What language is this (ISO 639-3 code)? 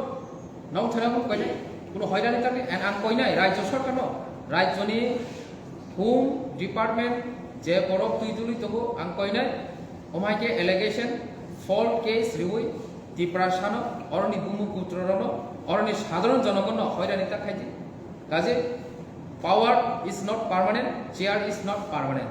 trp